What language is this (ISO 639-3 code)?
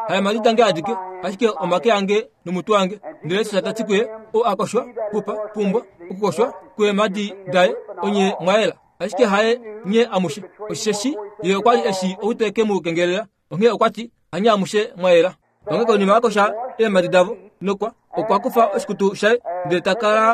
kua